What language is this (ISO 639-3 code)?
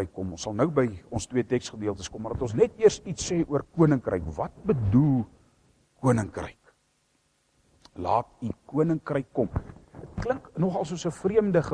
afr